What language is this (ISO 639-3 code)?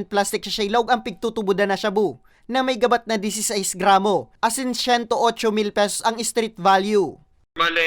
bik